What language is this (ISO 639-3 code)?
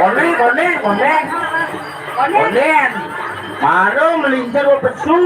ban